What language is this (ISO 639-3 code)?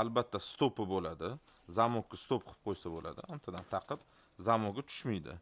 uzb